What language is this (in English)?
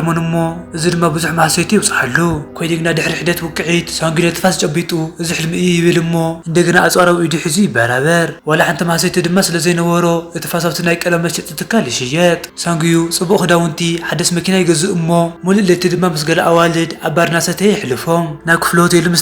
Tigrinya